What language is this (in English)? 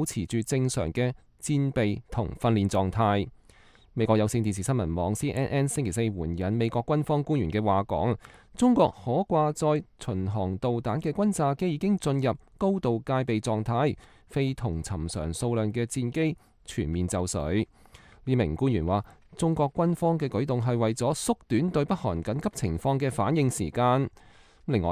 Cantonese